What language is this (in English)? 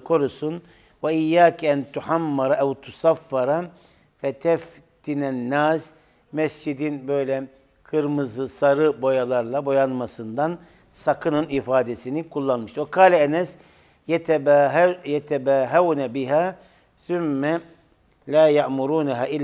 Turkish